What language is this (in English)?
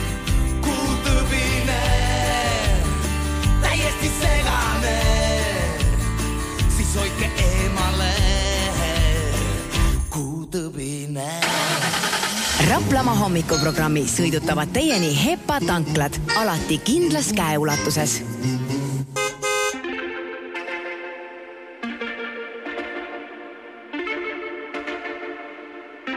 Estonian